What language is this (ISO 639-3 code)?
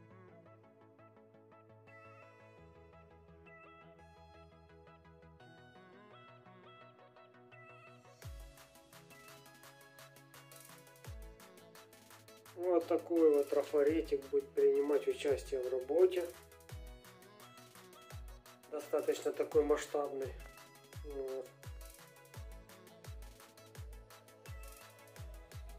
rus